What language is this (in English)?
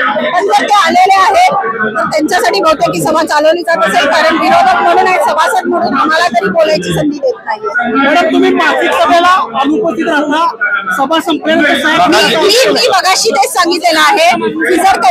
Marathi